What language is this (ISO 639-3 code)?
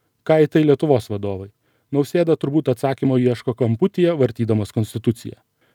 lit